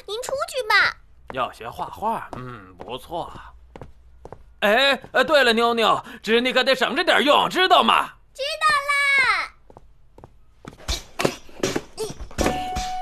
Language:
Chinese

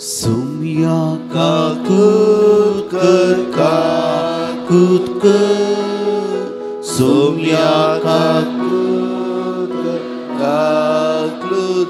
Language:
Konkani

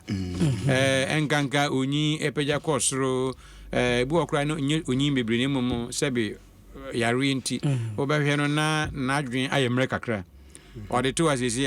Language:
Akan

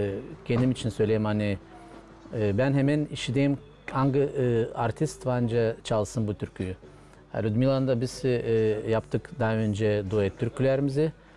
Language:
Gagauz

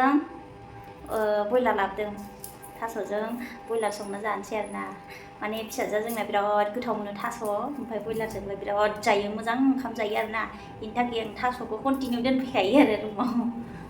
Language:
Bodo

